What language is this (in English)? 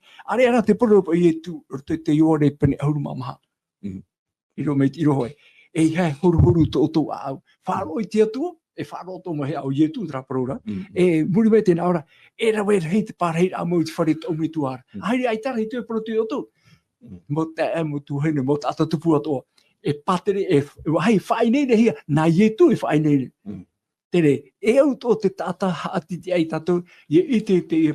Tahitian